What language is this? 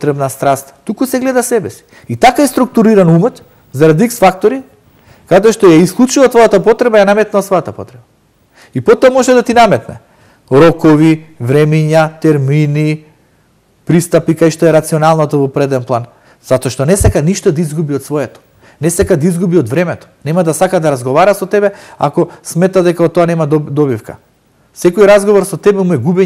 Macedonian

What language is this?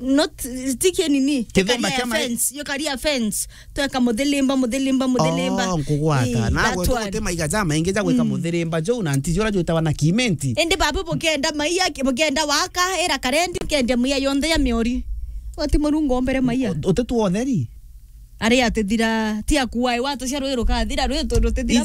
Meru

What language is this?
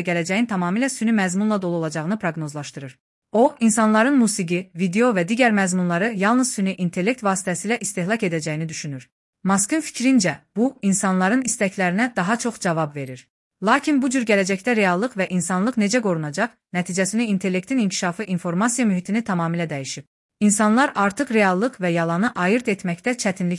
Azerbaijani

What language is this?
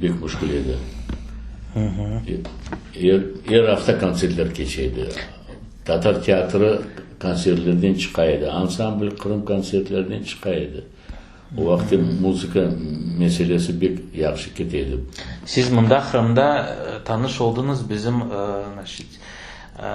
Crimean Tatar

